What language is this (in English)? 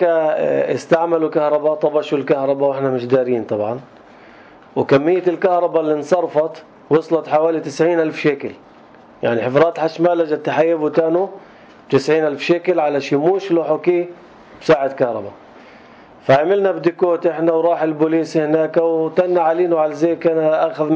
North Levantine Arabic